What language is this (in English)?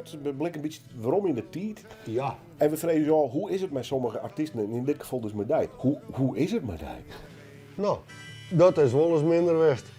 Western Frisian